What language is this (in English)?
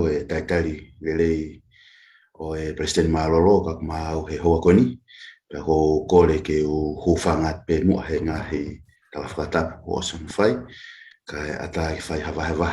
Tongan